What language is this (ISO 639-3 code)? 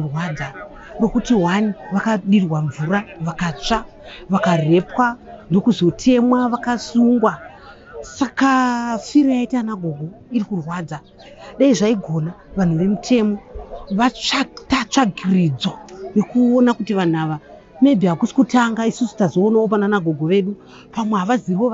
sna